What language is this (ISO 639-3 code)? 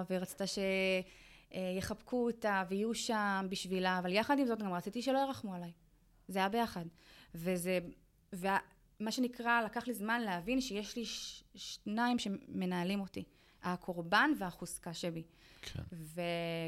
heb